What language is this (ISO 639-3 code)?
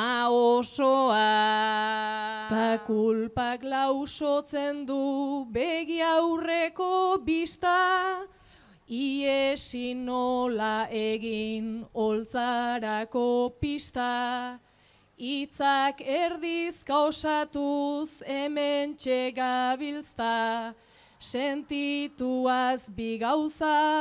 eus